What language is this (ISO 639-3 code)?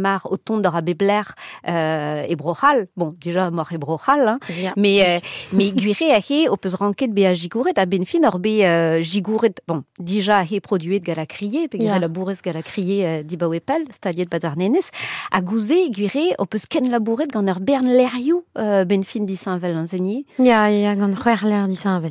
bre